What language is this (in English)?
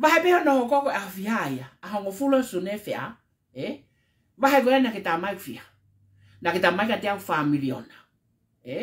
Tongan